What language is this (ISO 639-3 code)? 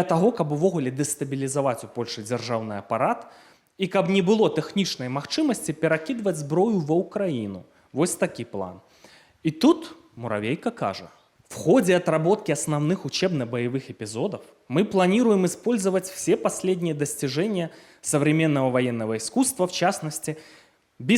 bel